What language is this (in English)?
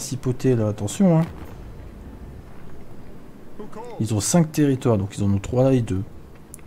French